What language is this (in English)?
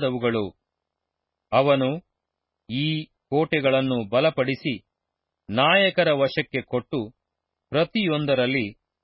Kannada